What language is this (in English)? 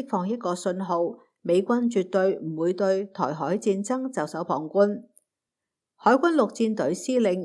Cantonese